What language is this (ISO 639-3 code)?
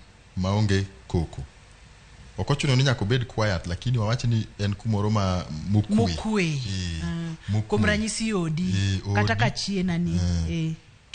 luo